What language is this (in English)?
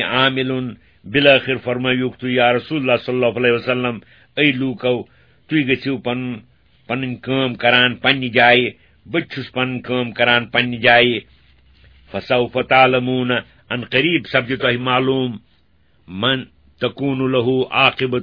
Kashmiri